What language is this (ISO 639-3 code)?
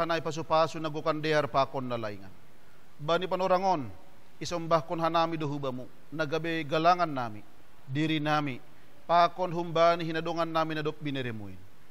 bts